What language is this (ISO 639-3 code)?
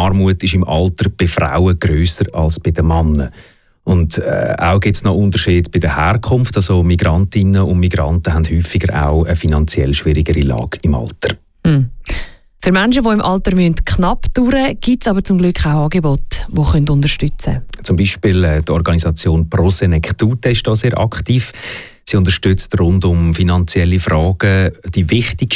deu